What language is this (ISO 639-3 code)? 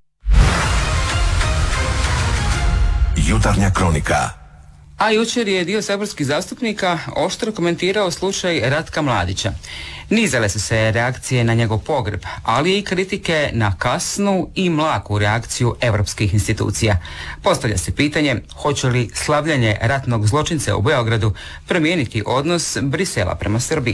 hrv